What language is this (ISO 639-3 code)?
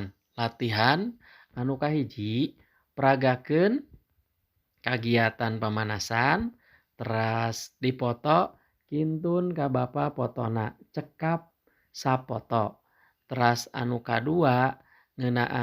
sun